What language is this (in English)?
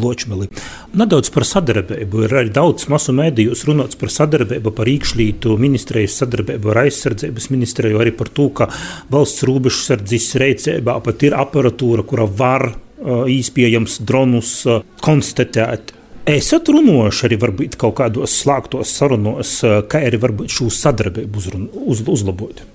Latvian